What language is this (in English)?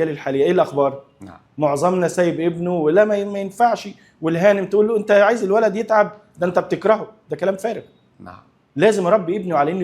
Egyptian Arabic